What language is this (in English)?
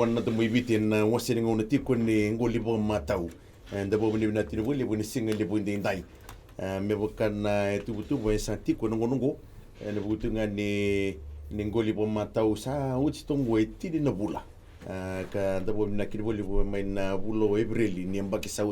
Fijian